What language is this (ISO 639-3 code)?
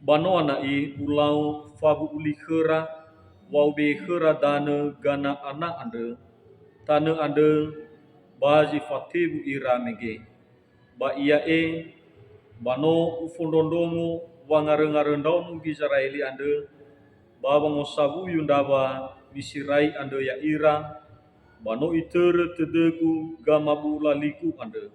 nia